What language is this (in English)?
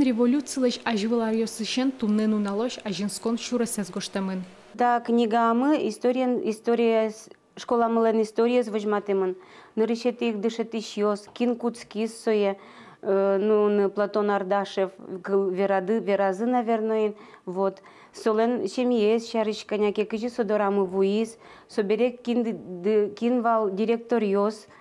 Udmurt